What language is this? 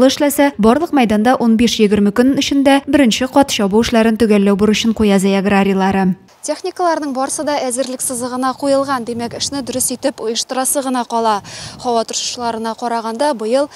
Tatar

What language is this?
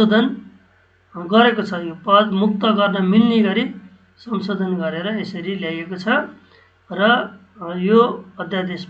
Nepali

